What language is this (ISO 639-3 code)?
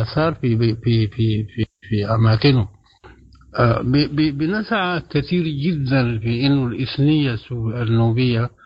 apd